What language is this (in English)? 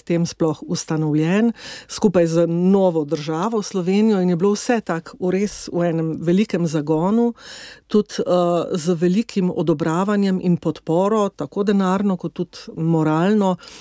Slovenian